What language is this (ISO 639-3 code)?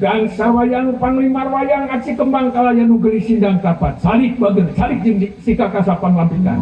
sun